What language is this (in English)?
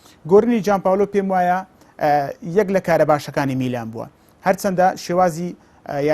Central Kurdish